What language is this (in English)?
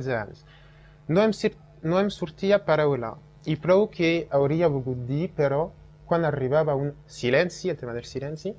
Catalan